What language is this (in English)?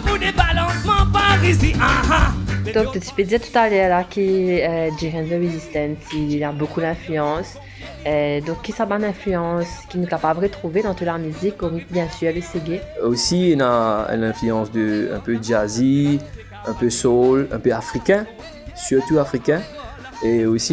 Morisyen